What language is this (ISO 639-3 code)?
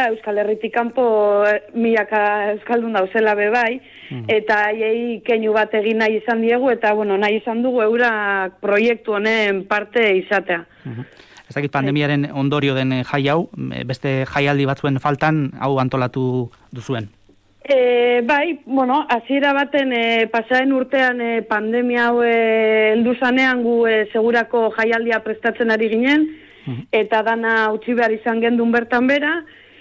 eus